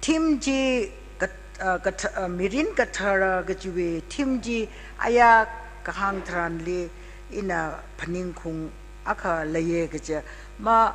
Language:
Tangkhul Naga (India)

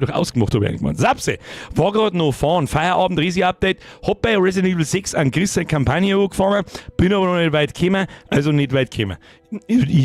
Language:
Bavarian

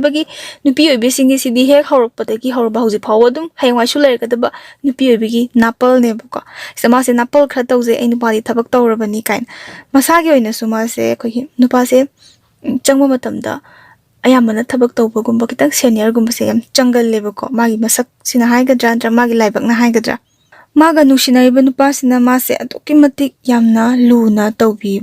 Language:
Manipuri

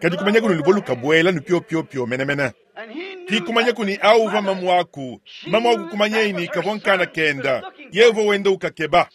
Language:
Luba-Lulua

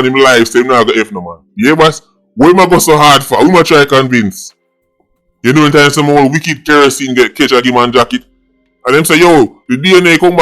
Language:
Jamaican Creole English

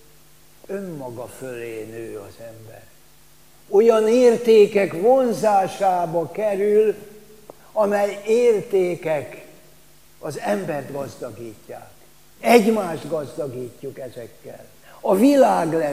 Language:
Hungarian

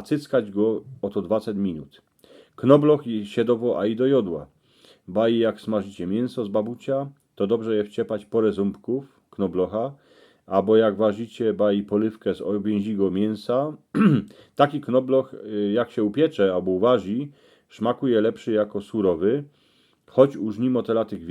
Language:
Silesian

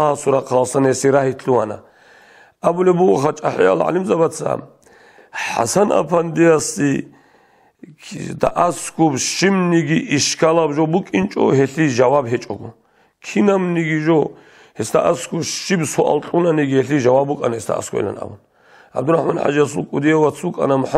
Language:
Avaric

